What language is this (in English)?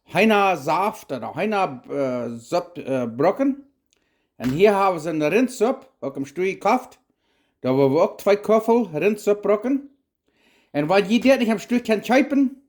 Plautdietsch